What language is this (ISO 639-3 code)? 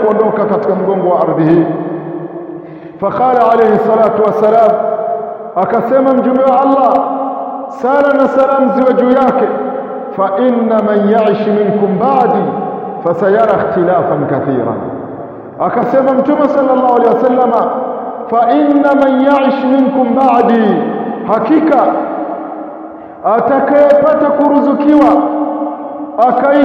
swa